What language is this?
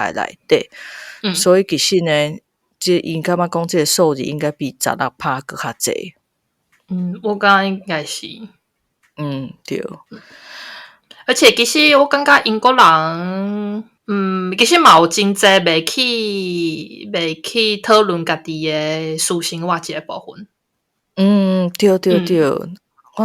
Min Nan Chinese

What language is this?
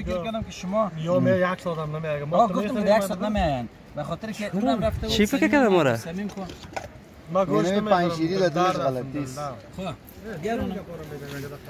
Persian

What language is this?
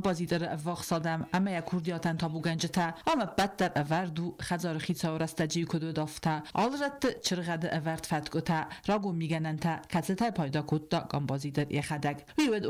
Ossetic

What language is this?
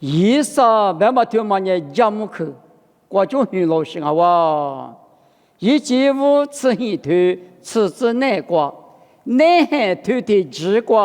Lisu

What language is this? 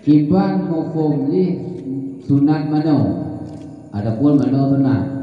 Achinese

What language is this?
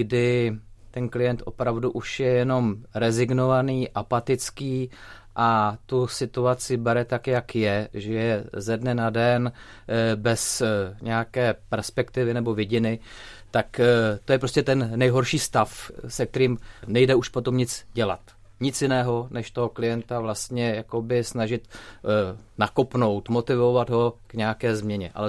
Czech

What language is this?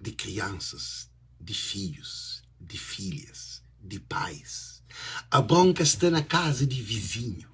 Kabuverdianu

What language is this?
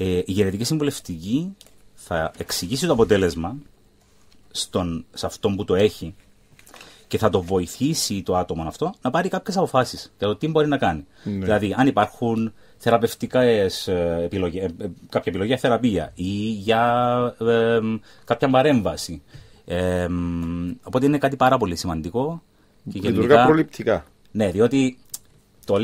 Greek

